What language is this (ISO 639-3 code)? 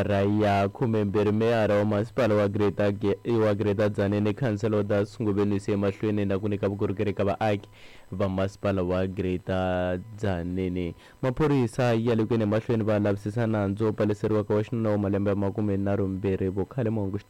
tso